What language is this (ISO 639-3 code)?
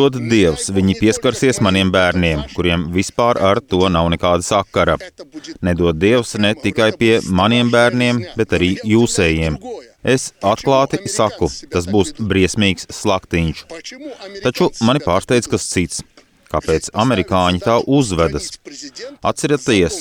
lav